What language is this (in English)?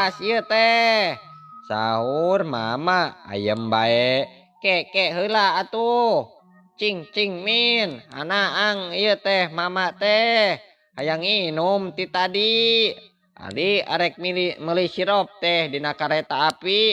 Sundanese